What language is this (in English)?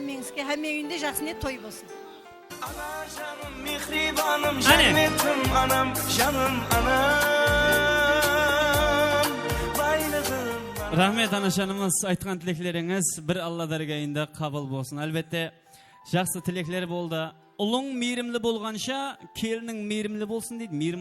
Kara-Kalpak